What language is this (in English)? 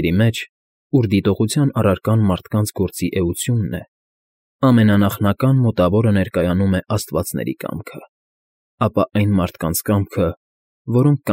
Armenian